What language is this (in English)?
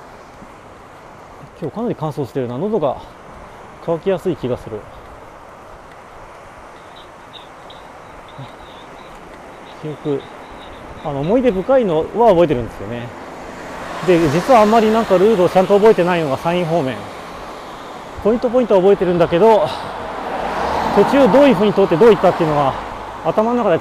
Japanese